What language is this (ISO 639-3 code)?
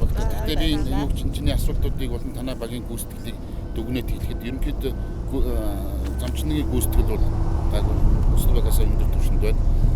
mon